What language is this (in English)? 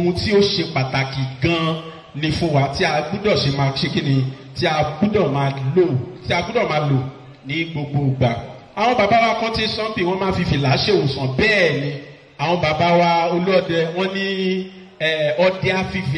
Yoruba